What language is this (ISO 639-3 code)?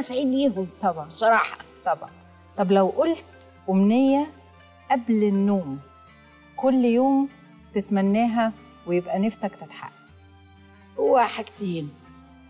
arz